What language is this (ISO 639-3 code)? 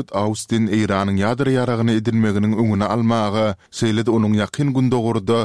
tuk